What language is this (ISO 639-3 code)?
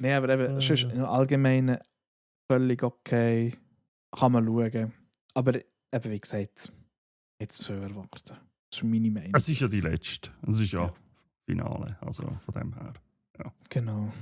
gsw